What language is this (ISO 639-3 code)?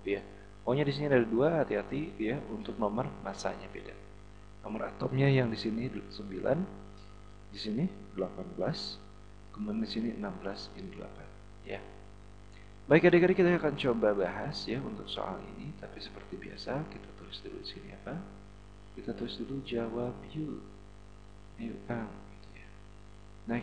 ind